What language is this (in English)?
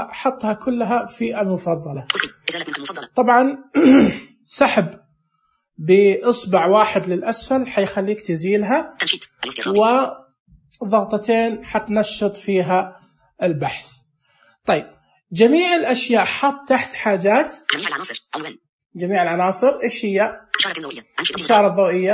Najdi Arabic